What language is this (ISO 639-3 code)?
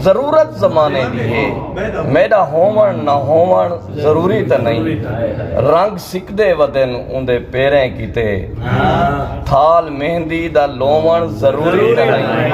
skr